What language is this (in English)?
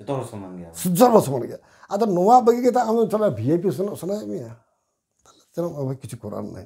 Santali